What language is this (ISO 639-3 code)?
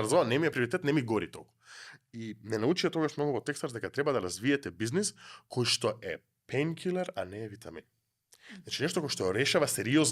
mkd